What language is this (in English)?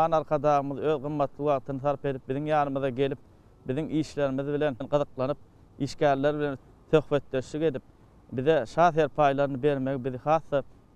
Turkmen